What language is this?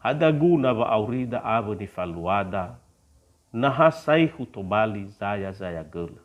Nias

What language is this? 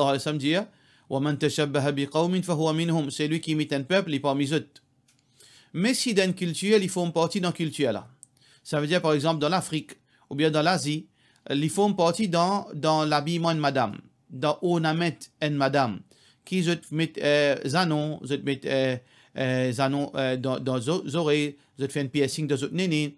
Morisyen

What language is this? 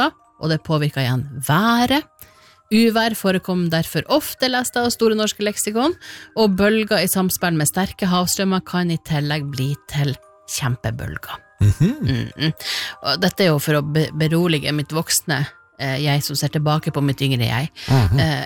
Norwegian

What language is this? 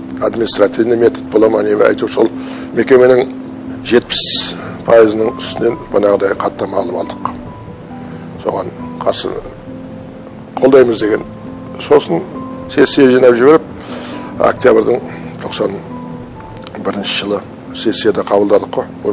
Kazakh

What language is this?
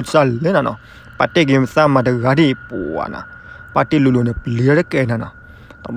S'gaw Karen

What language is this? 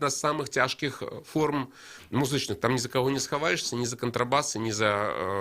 Belarusian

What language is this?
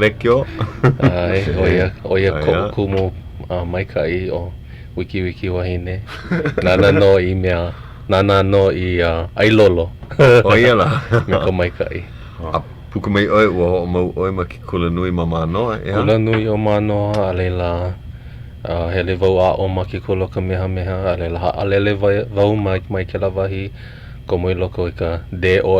Hawaiian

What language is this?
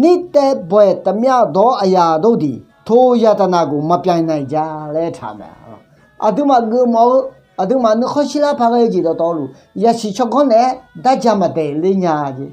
Akha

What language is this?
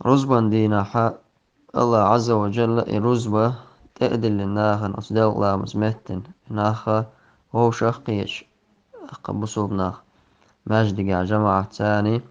Chechen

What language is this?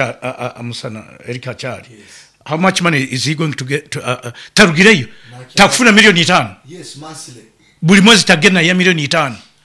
Nyoro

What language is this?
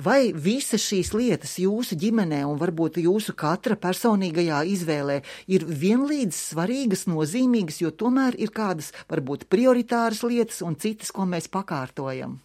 Latvian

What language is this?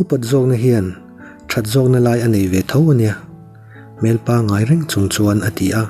Mizo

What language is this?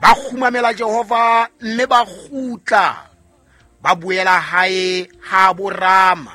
Southern Sotho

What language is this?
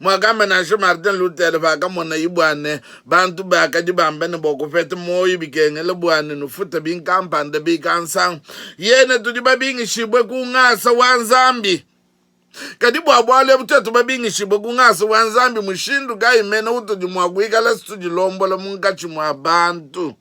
Luba-Lulua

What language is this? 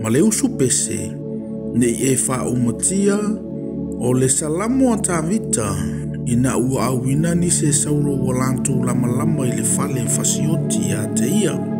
Samoan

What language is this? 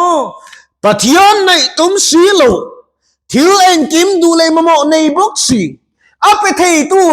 Mizo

